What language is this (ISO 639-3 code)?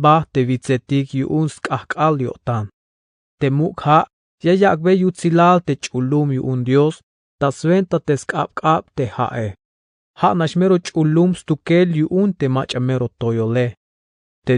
tzh